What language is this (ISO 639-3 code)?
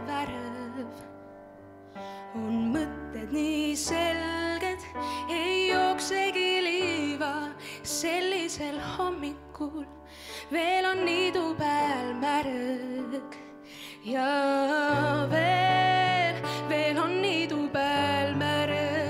est